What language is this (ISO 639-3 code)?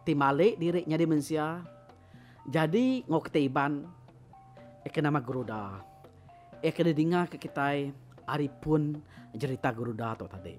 iba